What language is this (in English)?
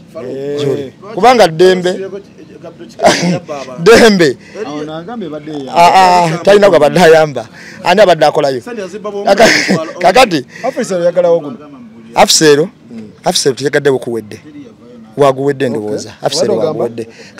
Ganda